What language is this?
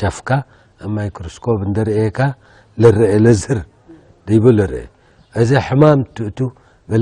Tigre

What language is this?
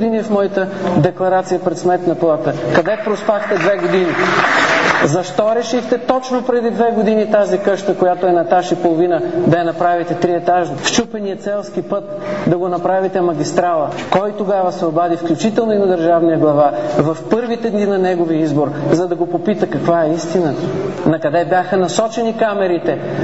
Bulgarian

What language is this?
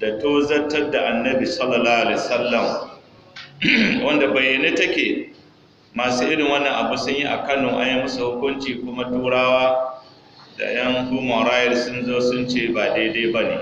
Hausa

